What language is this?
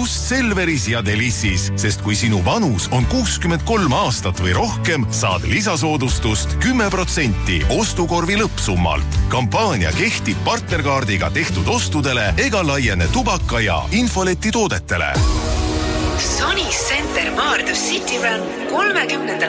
Estonian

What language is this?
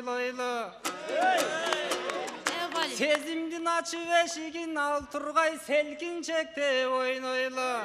Kyrgyz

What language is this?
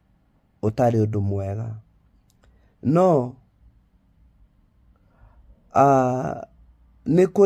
Kikuyu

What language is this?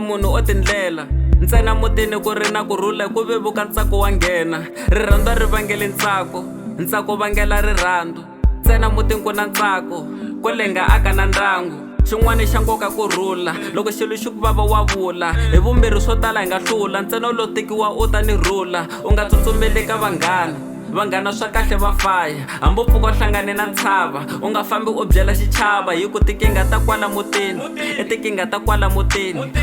Tsonga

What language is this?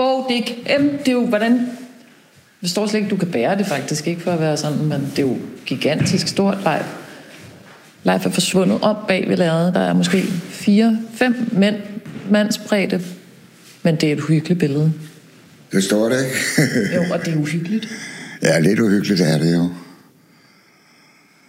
Danish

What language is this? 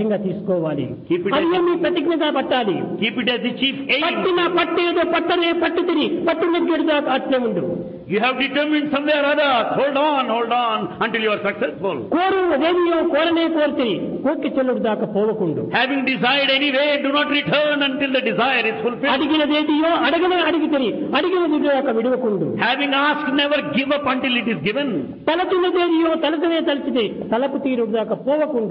Telugu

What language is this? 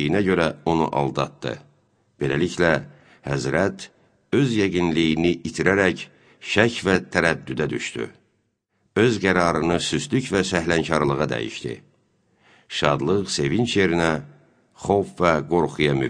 Azerbaijani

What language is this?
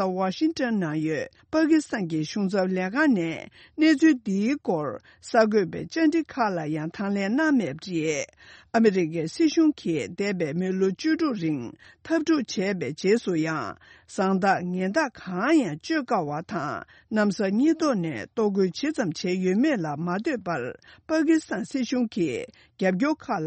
Tibetan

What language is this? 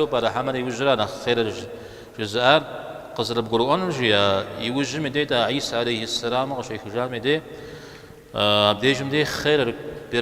Kabardian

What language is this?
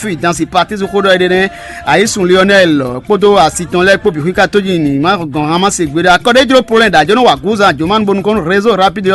Fon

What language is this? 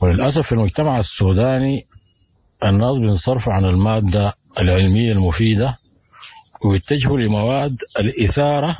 Sudanese Arabic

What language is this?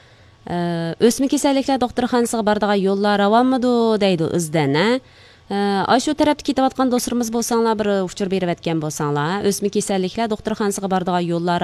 Uyghur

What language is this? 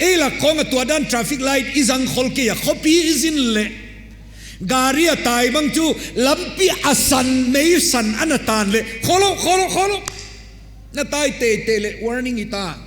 Paite Chin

